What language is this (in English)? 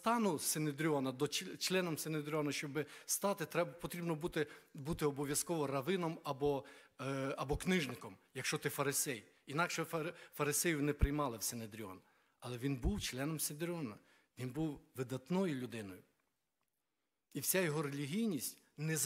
Ukrainian